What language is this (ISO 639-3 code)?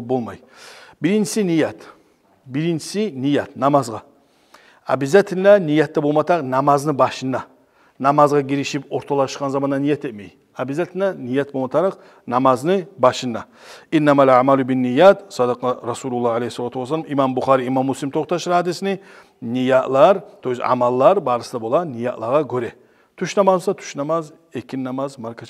kum